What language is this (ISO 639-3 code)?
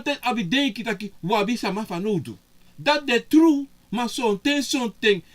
srn